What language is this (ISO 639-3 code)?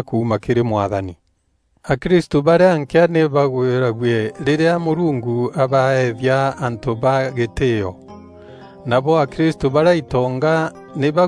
mer